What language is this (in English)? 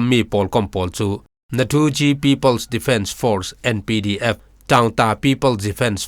Falam Chin